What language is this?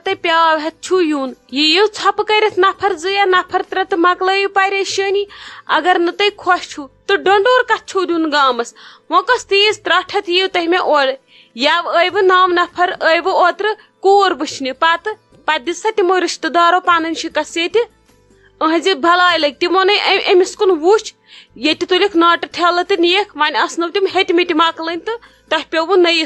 Kashmiri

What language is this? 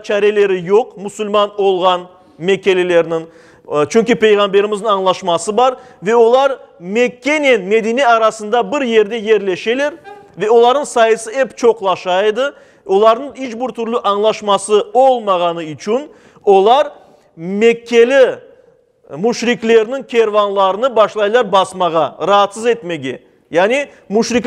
Crimean Tatar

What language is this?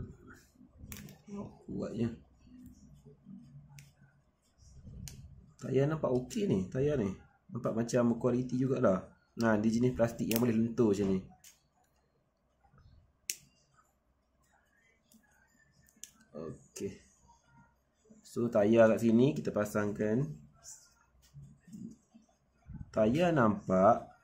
Malay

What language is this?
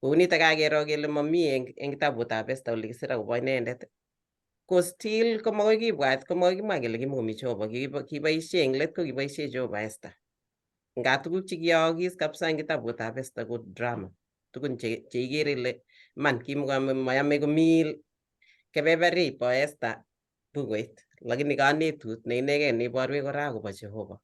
Kalenjin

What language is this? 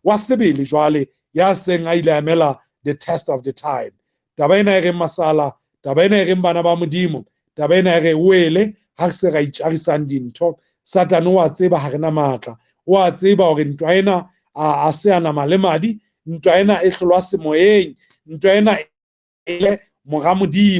Southern Sotho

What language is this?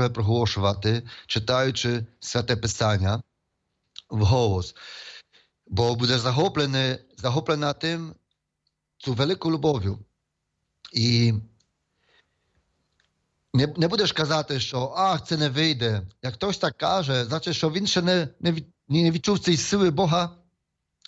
Ukrainian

